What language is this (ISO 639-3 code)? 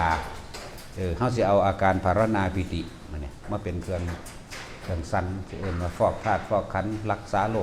tts